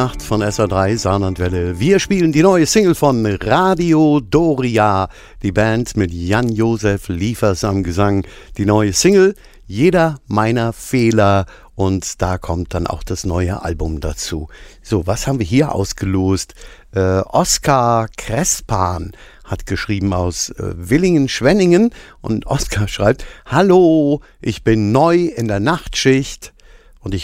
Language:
German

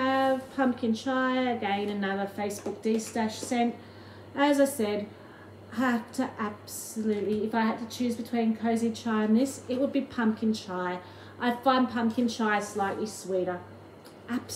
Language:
English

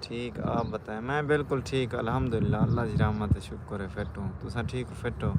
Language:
Saraiki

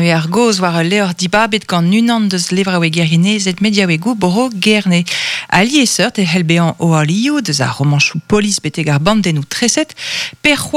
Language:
Breton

